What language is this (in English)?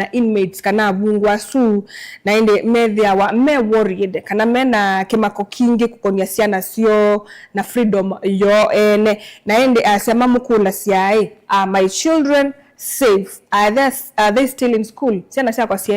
Kamba